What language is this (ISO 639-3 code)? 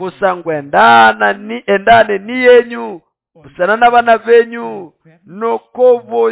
nnb